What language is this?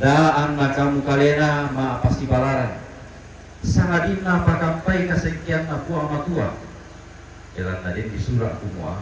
Toraja-Sa'dan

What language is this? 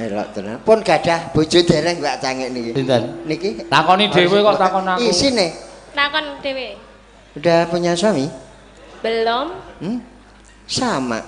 Javanese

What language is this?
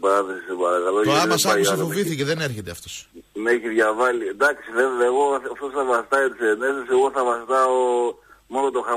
Greek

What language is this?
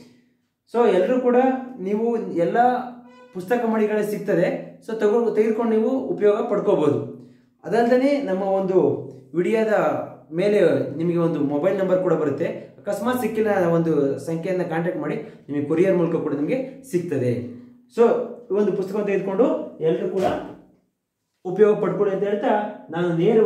Kannada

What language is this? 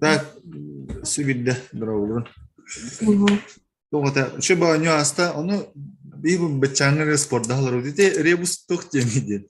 Yakut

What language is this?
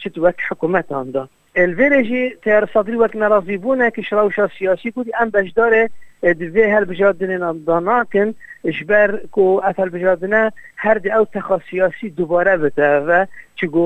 Kurdish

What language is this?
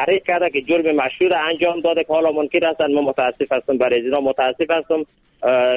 Persian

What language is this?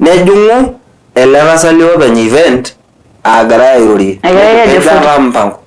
Masai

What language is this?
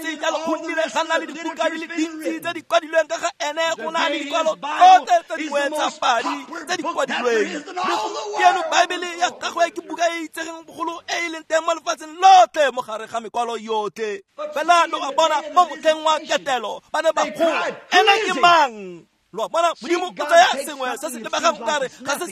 Tswana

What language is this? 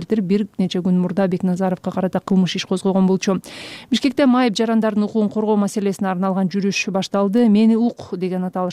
Kyrgyz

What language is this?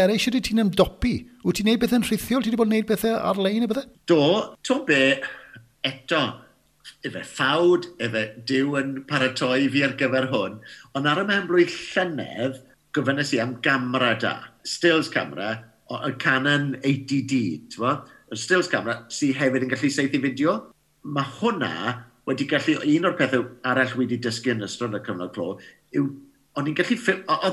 Welsh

